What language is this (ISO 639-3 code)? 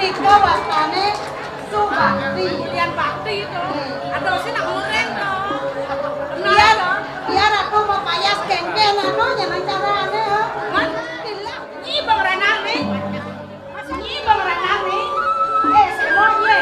ban